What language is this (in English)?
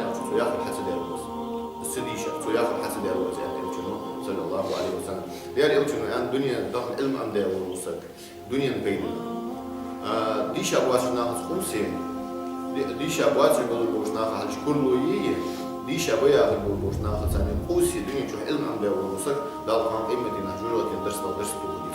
Ingush